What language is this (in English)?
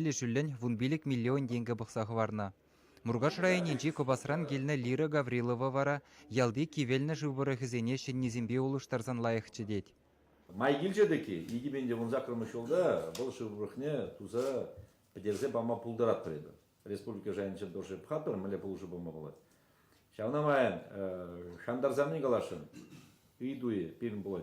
Chuvash